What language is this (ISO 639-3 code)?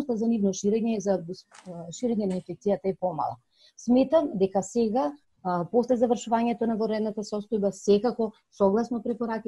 mkd